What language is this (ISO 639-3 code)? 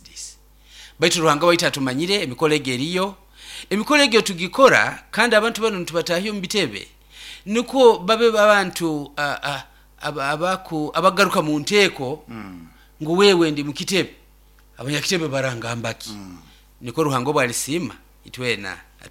nyo